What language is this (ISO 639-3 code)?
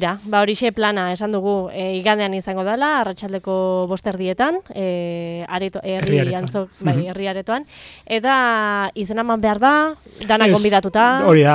eus